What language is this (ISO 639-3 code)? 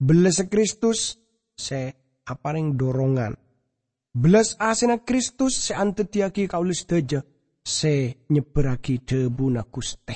mad